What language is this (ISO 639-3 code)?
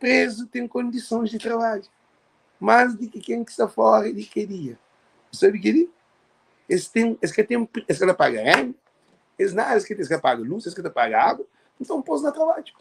kea